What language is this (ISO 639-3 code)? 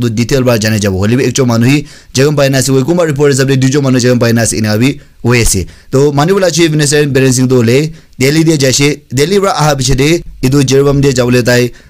nag